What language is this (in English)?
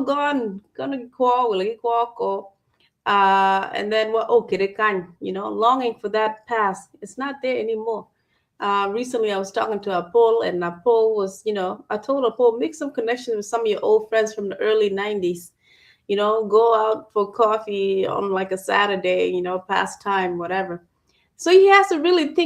Acoli